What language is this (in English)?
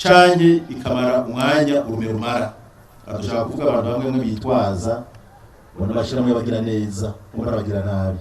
Rundi